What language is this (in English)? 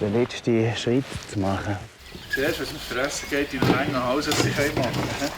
Swiss German